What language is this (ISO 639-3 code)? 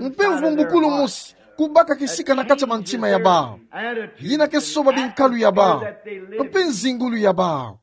ktu